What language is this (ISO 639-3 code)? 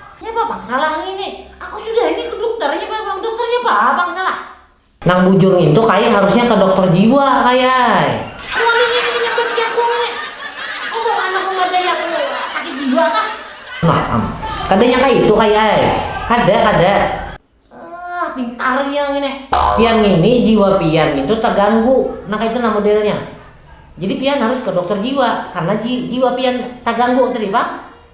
bjn